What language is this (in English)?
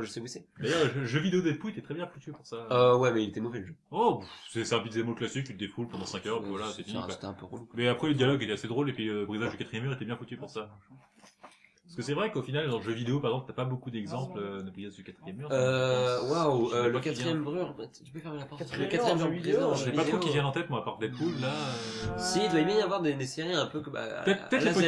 French